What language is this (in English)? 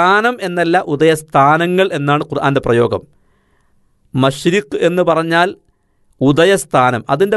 Malayalam